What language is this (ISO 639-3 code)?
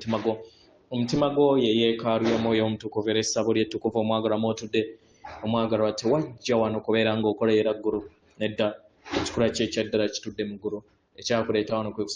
lug